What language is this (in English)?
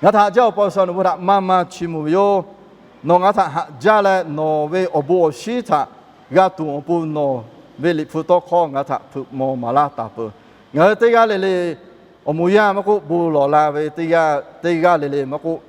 Lahu